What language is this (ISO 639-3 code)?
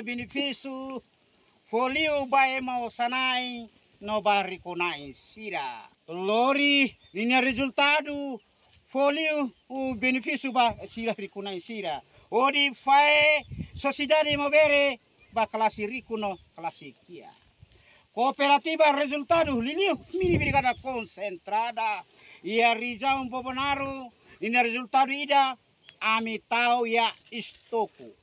tet